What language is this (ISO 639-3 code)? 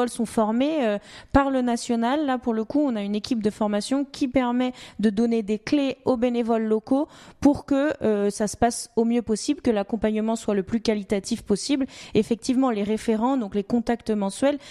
fra